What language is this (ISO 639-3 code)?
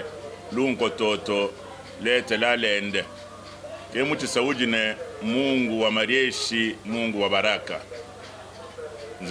swa